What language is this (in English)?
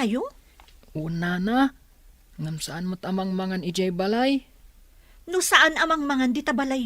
Iloko